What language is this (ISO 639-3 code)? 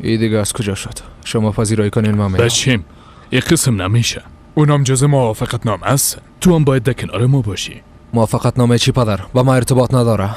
fas